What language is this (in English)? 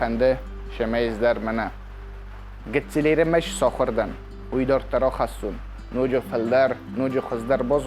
Ossetic